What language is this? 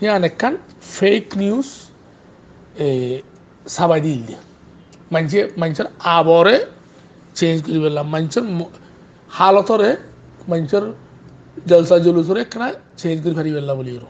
Rohingya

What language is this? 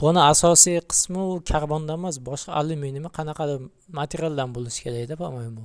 Uzbek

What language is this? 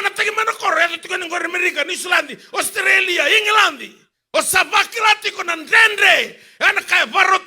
Fijian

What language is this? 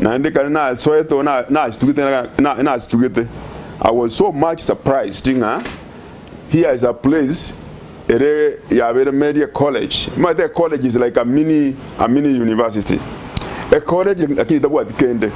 Gusii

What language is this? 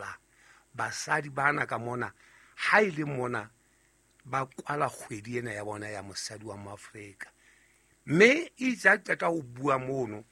Southern Sotho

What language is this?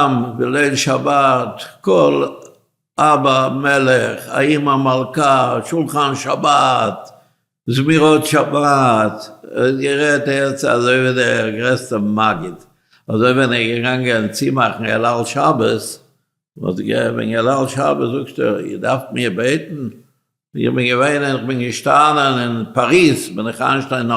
Yiddish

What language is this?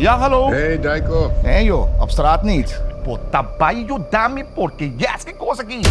Papiamento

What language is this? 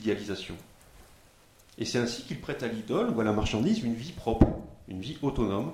French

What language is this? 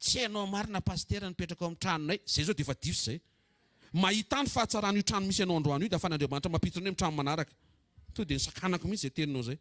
Malagasy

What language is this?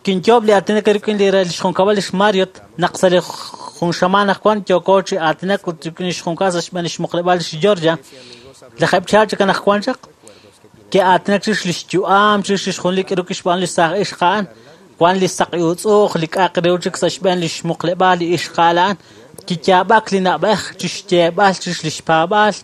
Kekchí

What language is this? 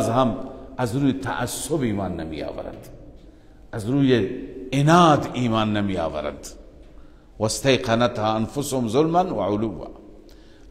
Persian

